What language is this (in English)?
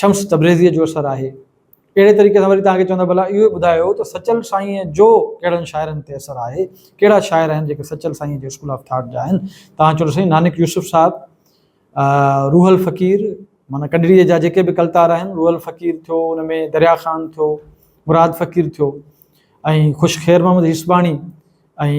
Sindhi